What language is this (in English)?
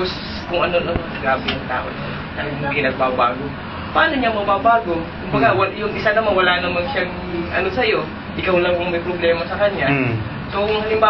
Filipino